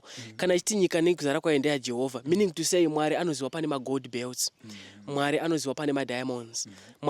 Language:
Shona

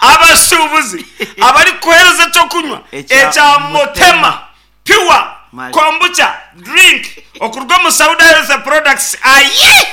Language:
Nyankole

